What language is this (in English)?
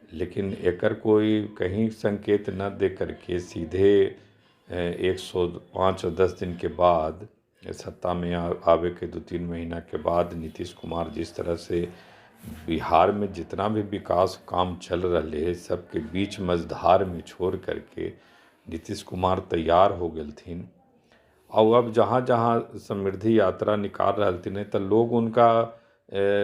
Magahi